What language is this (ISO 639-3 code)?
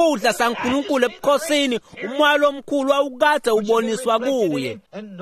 ssw